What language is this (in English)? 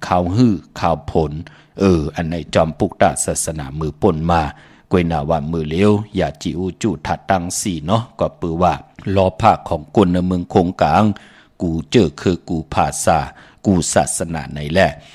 Shan